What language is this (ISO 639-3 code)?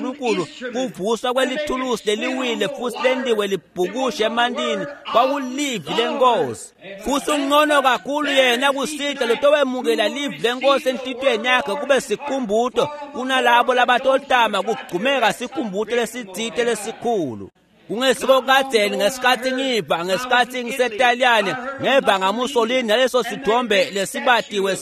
ssw